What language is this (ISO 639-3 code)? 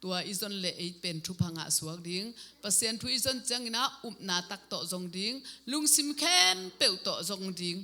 ctd